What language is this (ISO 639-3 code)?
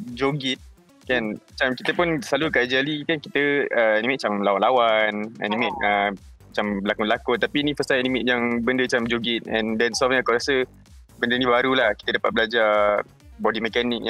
msa